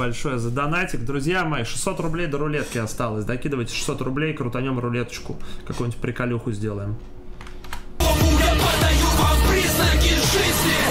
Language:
Russian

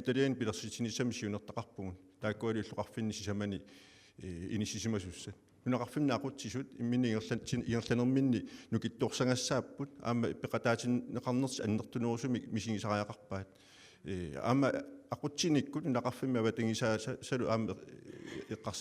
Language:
Kalaallisut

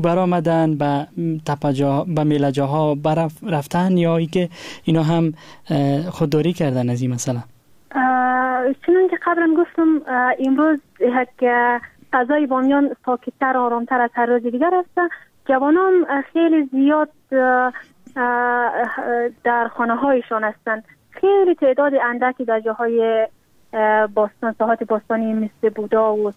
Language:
Persian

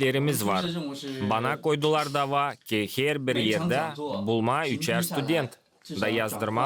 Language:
Gagauz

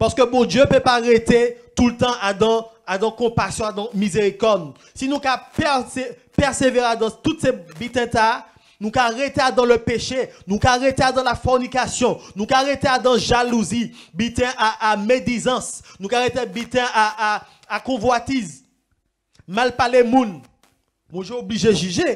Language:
Guadeloupean Creole French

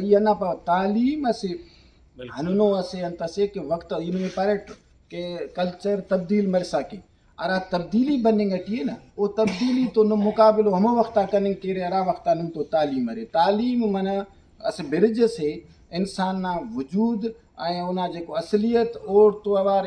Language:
Brahui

